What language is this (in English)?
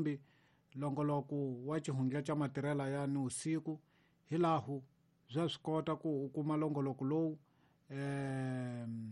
Tsonga